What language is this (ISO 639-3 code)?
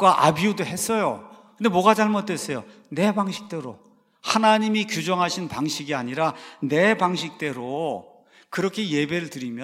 kor